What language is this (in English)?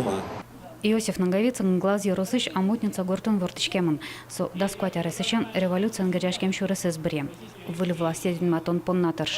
Udmurt